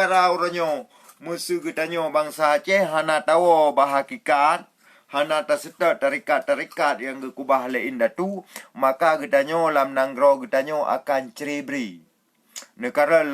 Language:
Achinese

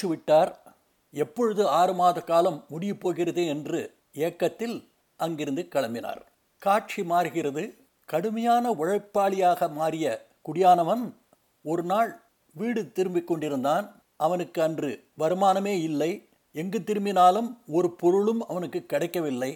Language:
Tamil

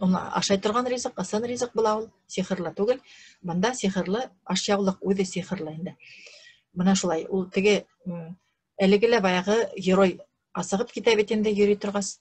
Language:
Bashkir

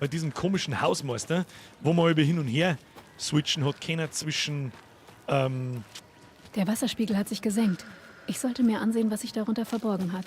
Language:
Bavarian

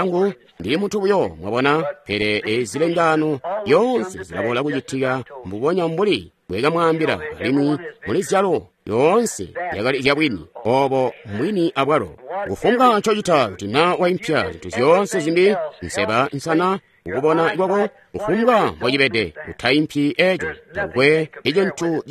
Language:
Tonga (Zambia)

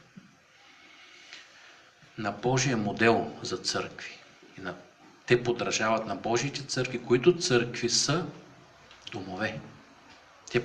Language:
Bulgarian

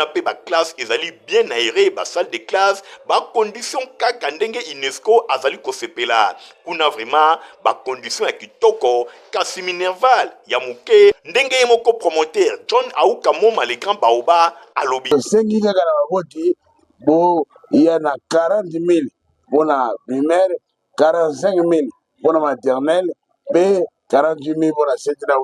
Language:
Lingala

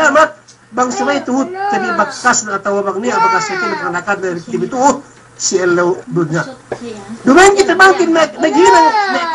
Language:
Yakan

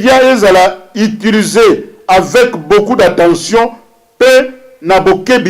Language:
Lingala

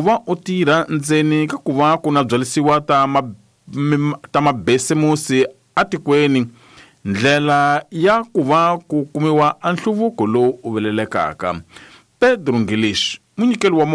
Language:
Tsonga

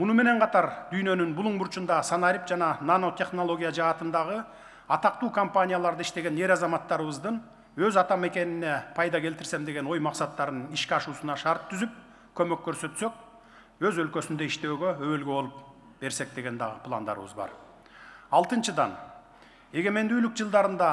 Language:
Kyrgyz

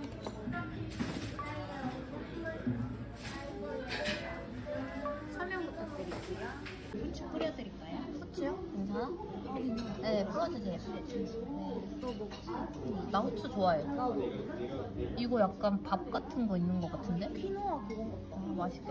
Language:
Korean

